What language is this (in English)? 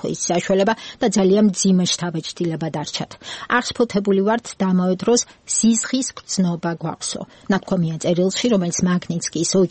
Georgian